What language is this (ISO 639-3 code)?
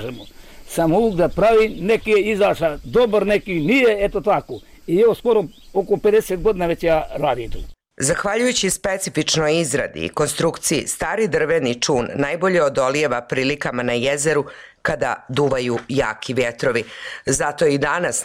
bos